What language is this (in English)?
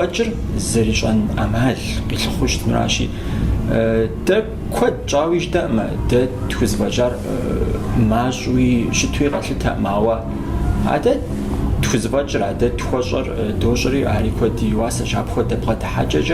Kabardian